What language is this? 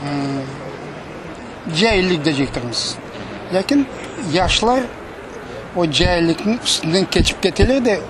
Crimean Tatar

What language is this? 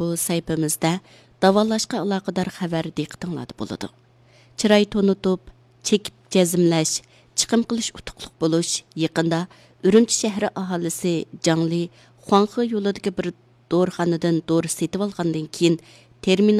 Uyghur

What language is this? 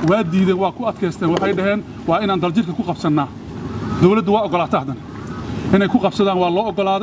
Somali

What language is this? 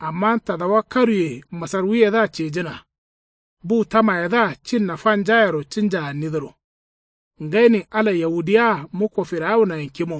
Kanuri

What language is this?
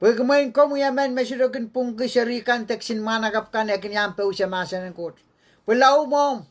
Pohnpeian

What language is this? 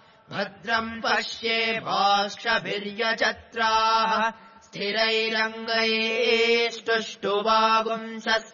Sanskrit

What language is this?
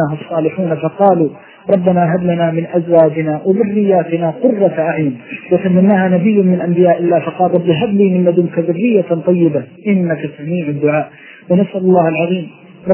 Arabic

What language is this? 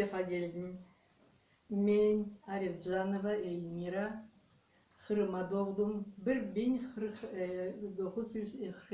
Crimean Tatar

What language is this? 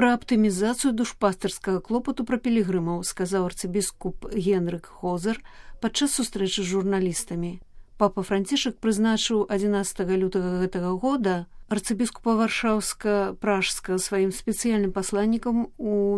Belarusian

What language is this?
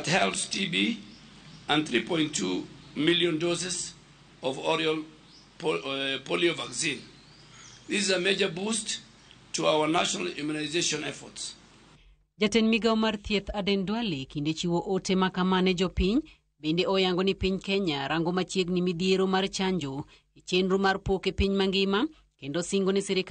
Luo (Kenya and Tanzania)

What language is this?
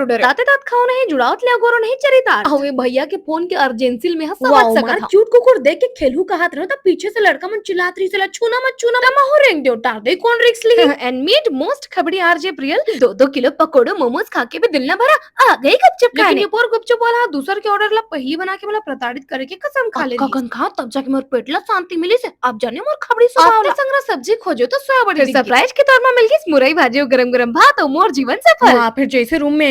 Chhattisgarhi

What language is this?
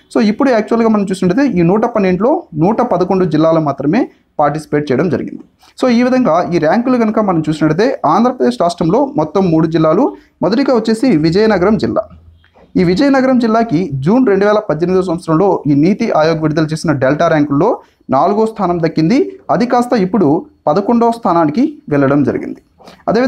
Telugu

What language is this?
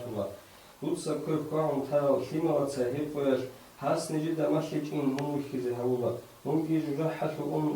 Avaric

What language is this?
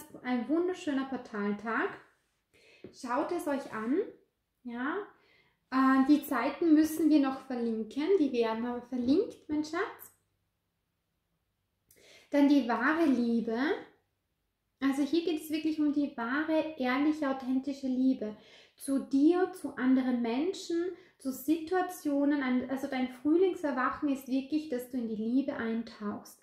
German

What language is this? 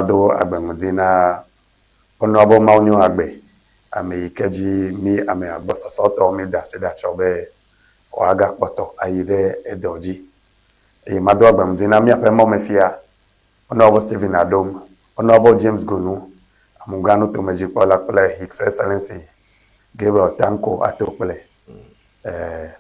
Ewe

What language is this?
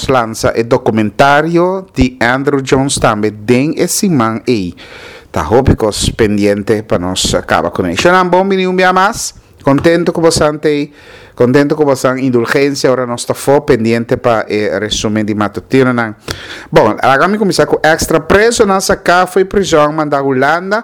Papiamento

